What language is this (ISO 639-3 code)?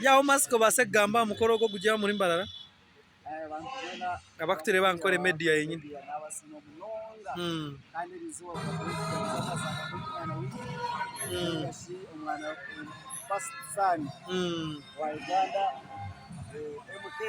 nyn